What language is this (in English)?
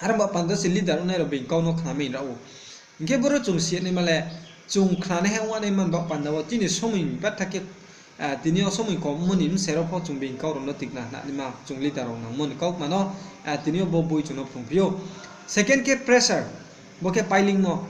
Riang (India)